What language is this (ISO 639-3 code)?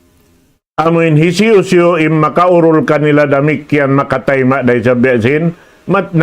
tsg